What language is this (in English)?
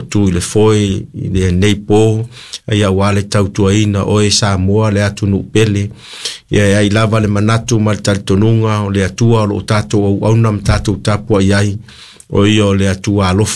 Samoan